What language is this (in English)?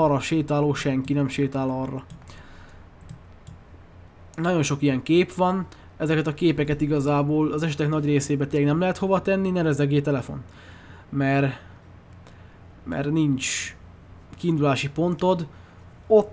Hungarian